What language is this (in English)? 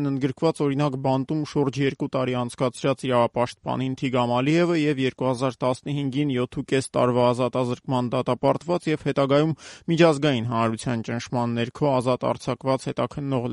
Armenian